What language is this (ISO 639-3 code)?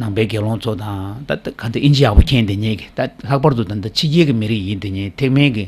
bod